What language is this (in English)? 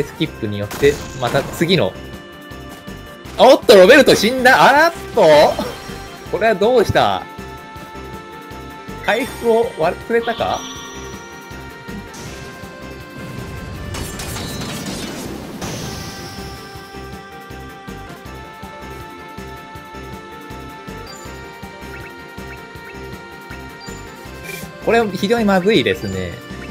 Japanese